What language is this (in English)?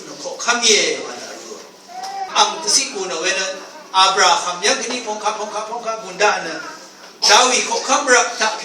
Rawang